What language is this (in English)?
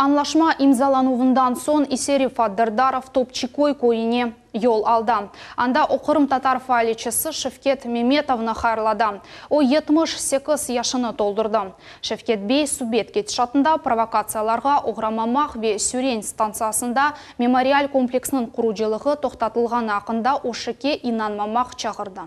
Crimean Tatar